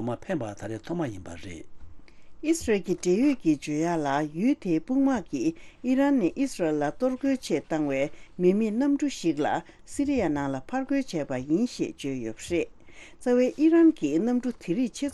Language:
Tibetan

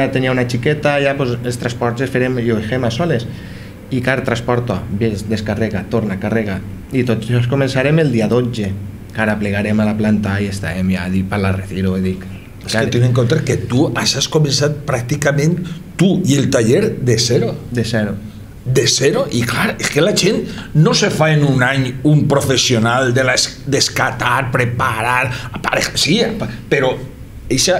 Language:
Catalan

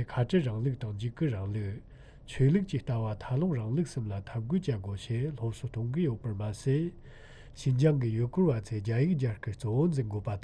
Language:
Tibetan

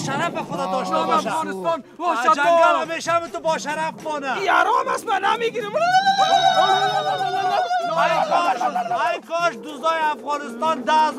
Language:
Persian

